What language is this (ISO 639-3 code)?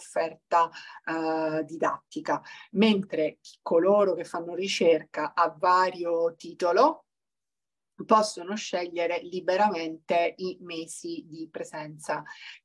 ita